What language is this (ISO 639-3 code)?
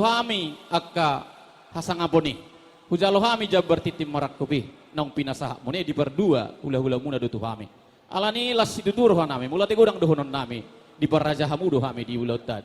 bbc